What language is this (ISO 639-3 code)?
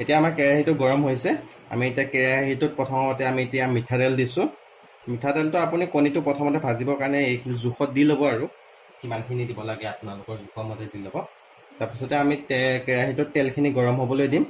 asm